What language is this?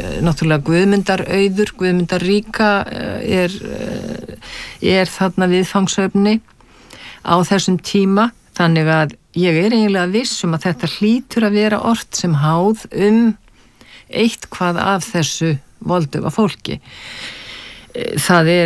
Icelandic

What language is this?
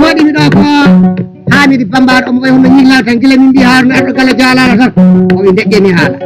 Fula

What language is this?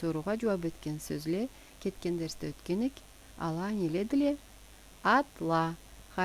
Karachay-Balkar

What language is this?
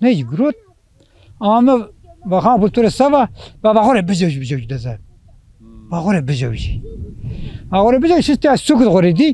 Zaza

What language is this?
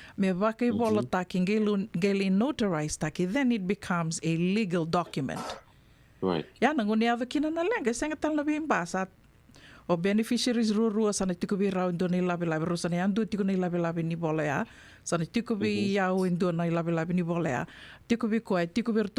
Fijian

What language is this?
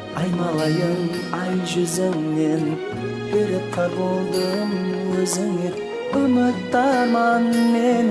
Kara-Kalpak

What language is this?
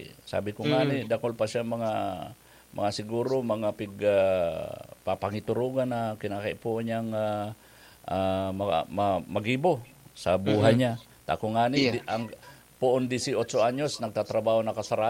Bikol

